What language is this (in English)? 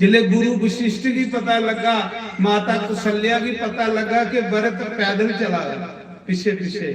Dogri